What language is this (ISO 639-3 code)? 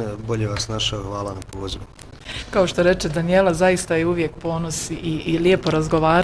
bos